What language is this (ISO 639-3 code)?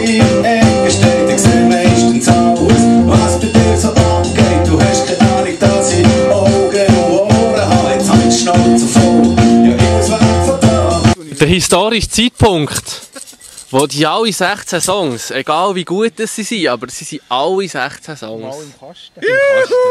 gsw